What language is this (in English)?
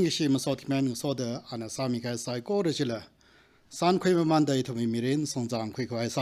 Tangkhul Naga (India)